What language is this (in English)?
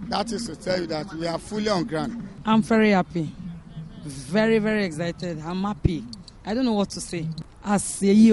English